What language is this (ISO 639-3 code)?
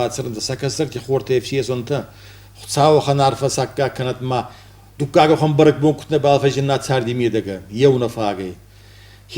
oss